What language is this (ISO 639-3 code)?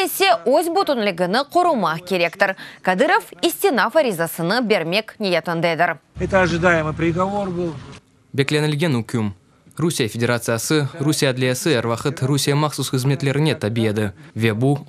crh